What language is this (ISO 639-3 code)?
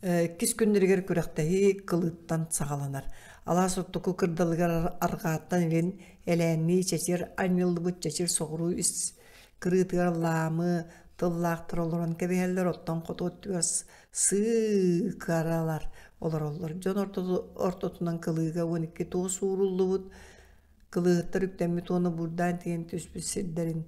sah